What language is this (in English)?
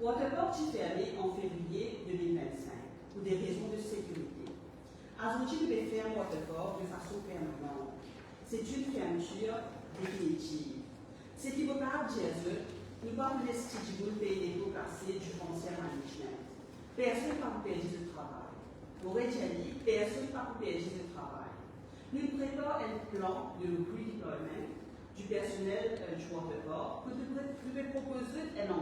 Morisyen